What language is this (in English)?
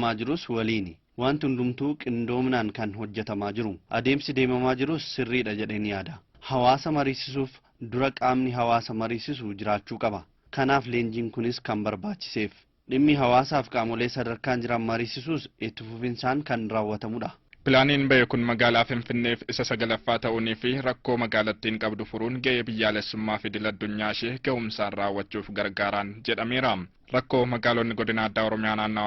Oromo